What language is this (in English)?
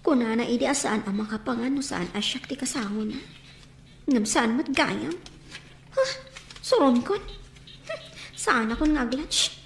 Iloko